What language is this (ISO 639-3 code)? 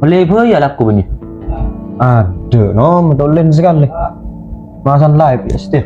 mad